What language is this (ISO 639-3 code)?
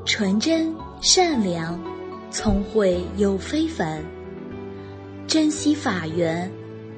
zho